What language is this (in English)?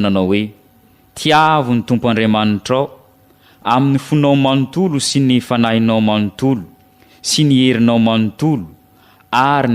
Malagasy